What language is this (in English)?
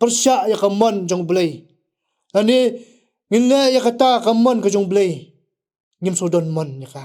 Khasi